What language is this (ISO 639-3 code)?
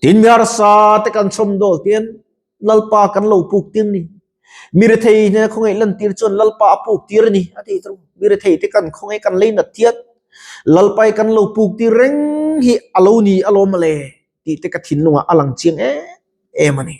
lus